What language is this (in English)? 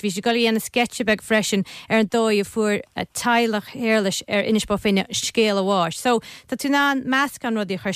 Irish